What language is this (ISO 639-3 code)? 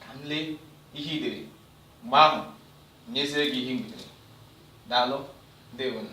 ibo